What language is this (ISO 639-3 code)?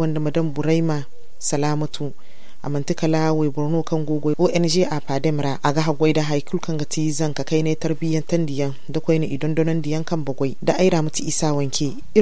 dje